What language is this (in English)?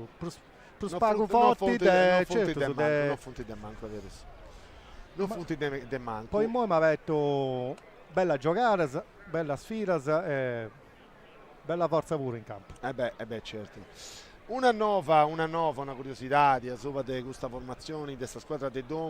Sardinian